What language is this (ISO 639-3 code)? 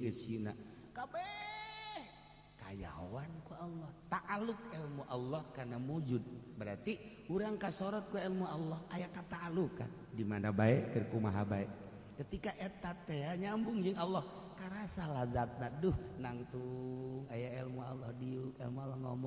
sun